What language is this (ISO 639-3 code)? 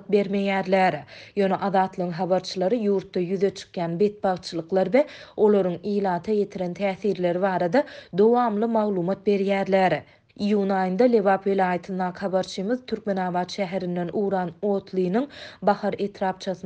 tuk